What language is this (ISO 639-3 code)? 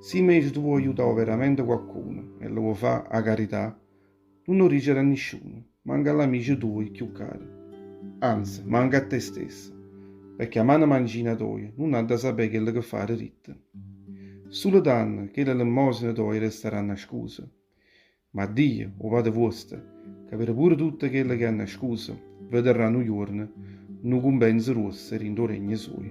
nap